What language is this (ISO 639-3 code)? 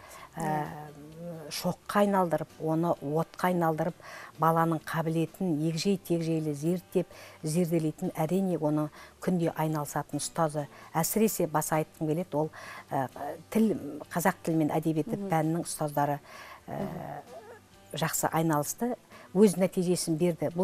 kaz